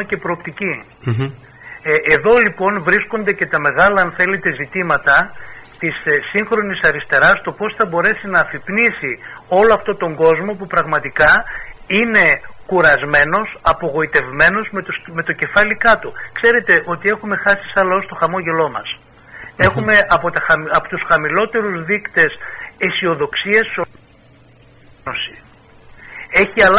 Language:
Greek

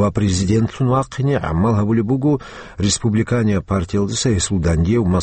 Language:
Avaric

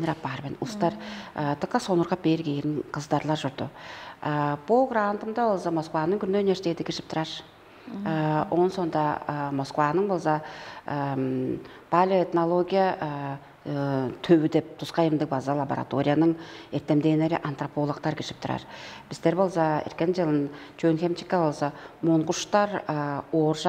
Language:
Tuvinian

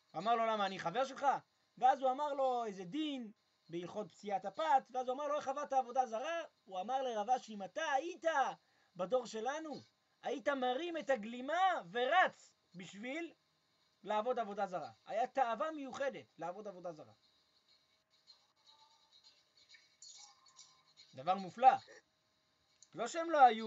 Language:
Hebrew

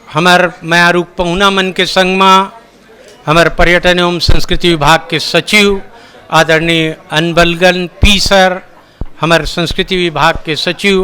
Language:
Chhattisgarhi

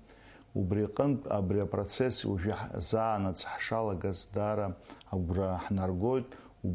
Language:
Abkhazian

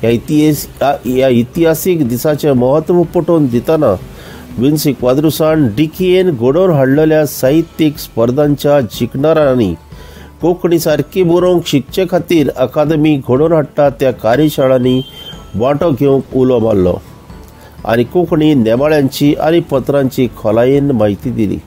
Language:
Konkani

